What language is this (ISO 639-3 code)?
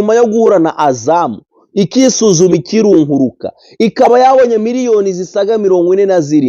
kin